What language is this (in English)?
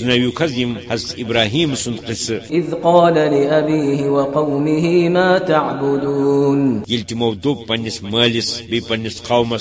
Kashmiri